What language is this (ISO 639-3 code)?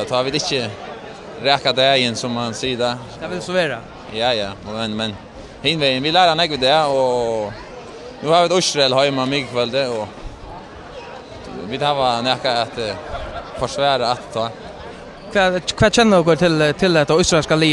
fao